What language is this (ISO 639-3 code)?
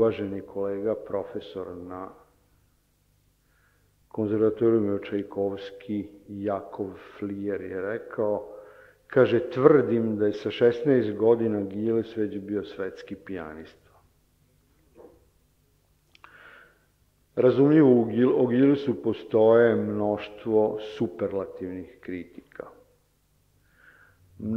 srp